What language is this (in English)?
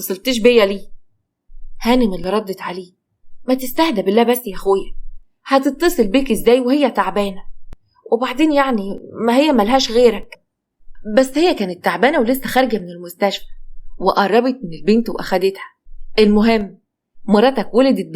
Egyptian Arabic